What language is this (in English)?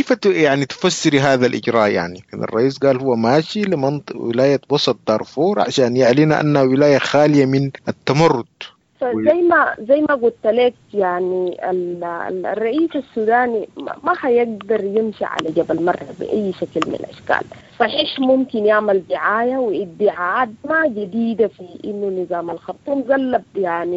Sudanese Arabic